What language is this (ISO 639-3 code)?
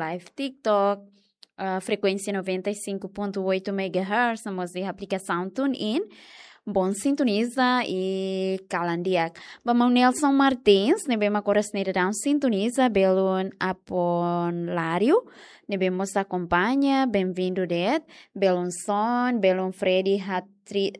tet